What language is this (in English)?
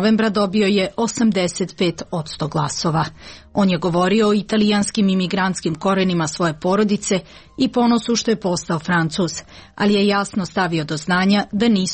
Serbian